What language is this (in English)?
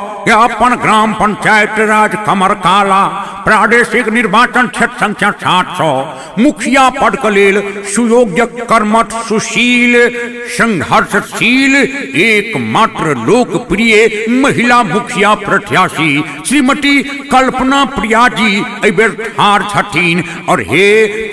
Maithili